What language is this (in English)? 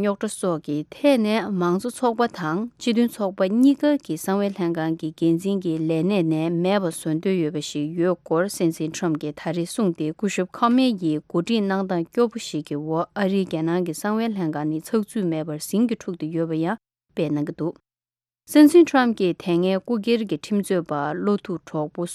Tibetan